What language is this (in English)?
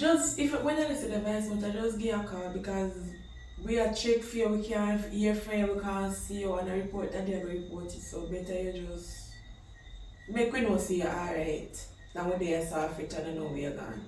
Jamaican Creole English